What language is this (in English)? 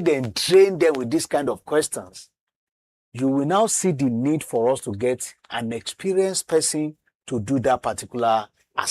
Nigerian Pidgin